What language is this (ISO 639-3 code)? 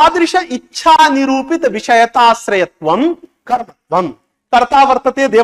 san